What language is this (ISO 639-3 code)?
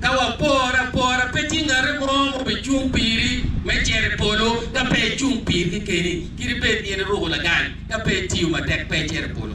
ach